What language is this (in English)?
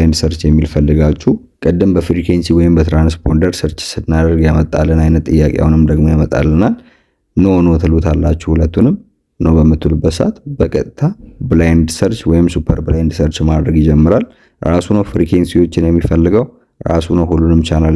Amharic